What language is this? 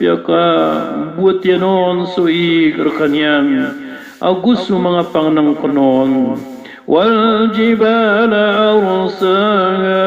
Maranao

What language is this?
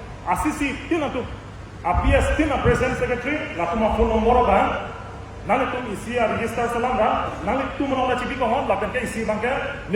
Karbi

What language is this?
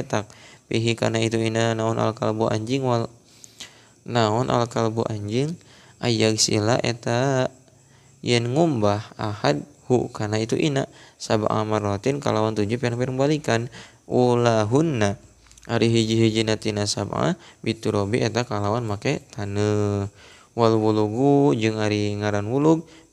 Sundanese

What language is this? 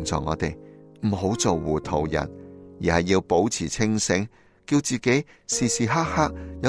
Cantonese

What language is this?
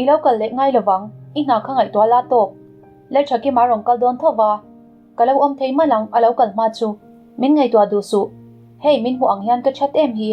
Mizo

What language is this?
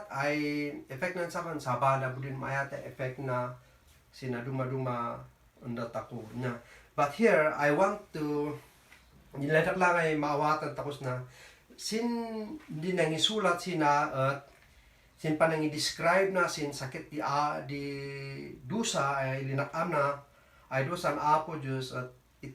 Kankanaey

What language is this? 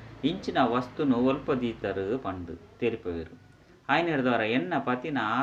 Tulu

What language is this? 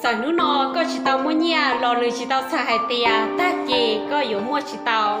Hmong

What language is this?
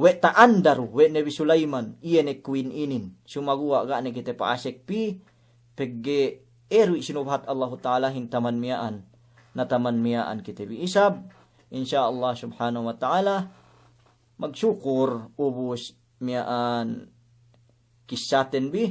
Yakan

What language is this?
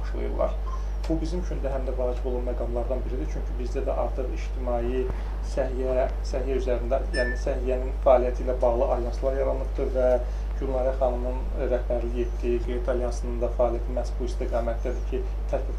Azerbaijani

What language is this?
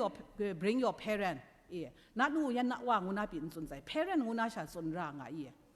Kachin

